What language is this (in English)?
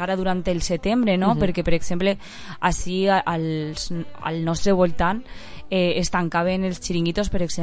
Catalan